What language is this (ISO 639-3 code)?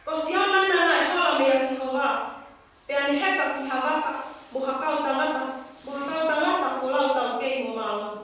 ton